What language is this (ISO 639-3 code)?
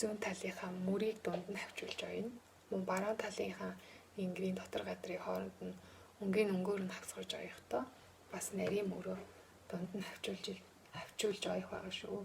mon